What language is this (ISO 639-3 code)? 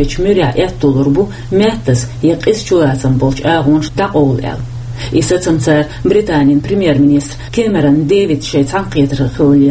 che